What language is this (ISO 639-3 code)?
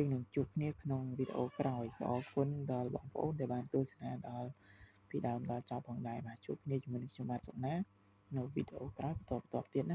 khm